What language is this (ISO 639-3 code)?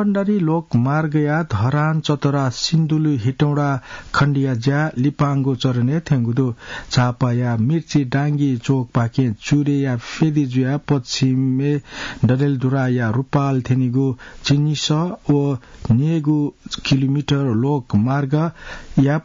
new